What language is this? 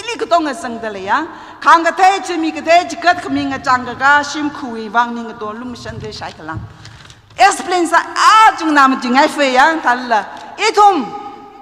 Tangkhul Naga (India)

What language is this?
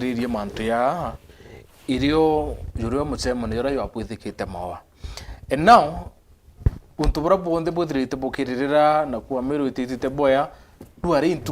Meru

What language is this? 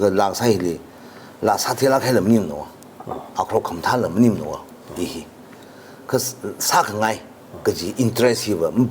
Tangkhul Naga (India)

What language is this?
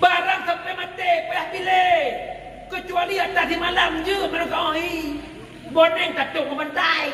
Achinese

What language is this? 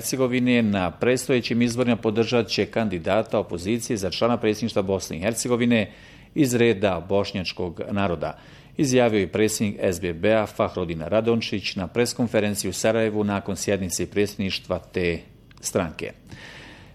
Bosnian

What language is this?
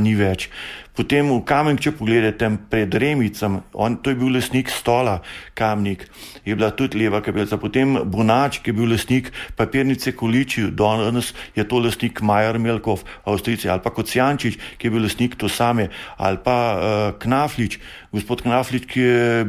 Slovenian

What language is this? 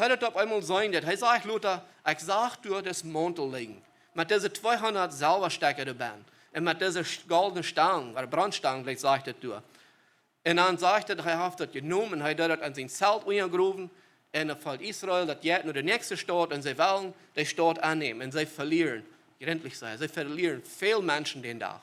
Plautdietsch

